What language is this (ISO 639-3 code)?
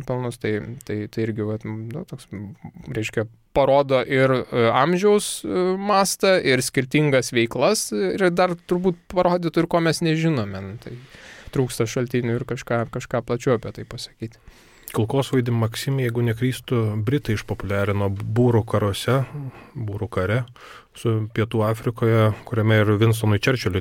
lit